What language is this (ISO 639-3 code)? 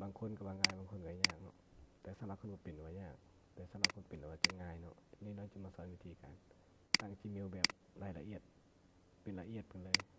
lao